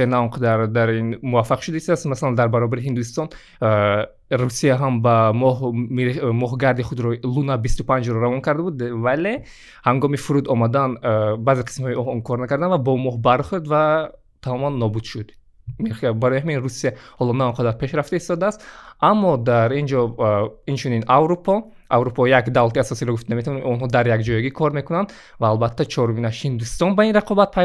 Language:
Tajik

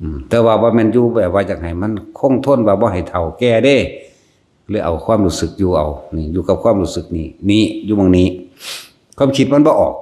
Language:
Northeastern Thai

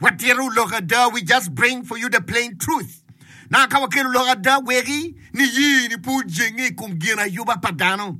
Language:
Acoli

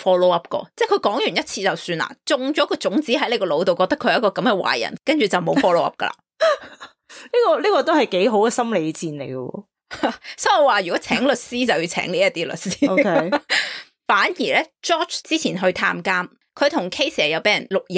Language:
Cantonese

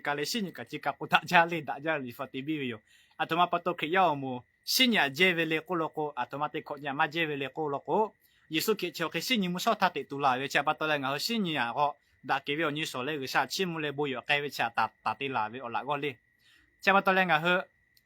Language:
Lahu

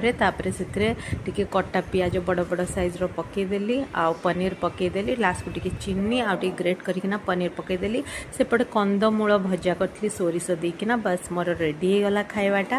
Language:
Odia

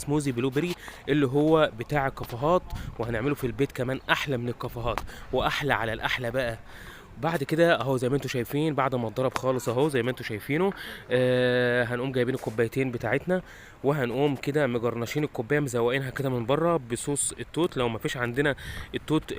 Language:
Egyptian Arabic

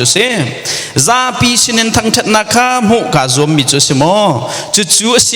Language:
Hakha Chin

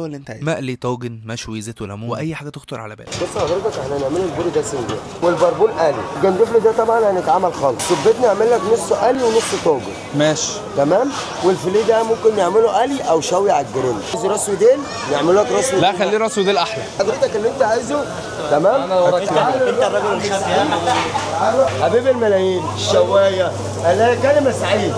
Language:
Egyptian Arabic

